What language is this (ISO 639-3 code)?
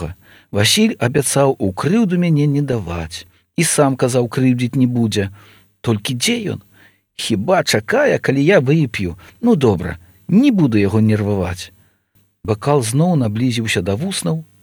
bel